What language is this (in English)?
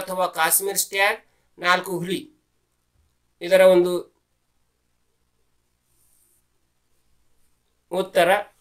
Kannada